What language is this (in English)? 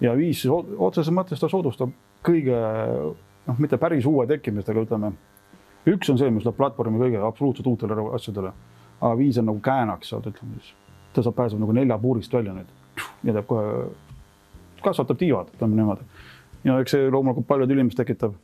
Estonian